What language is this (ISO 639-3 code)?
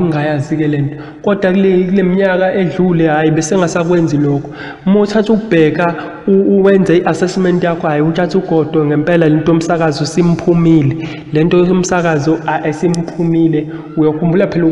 zul